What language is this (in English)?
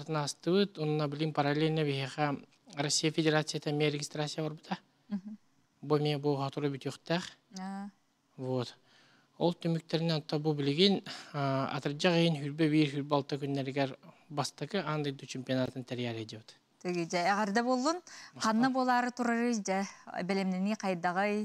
Yakut